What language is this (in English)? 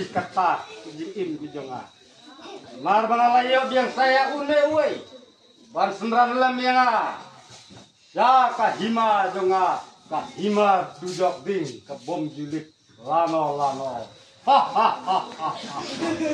Khasi